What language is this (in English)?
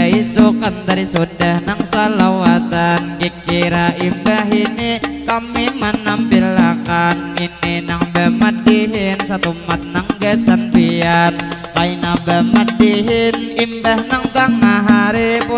Banjar